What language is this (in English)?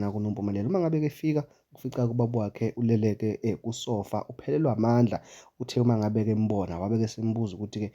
Zulu